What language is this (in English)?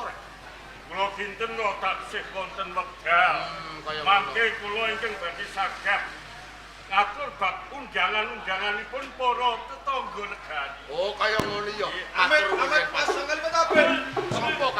Javanese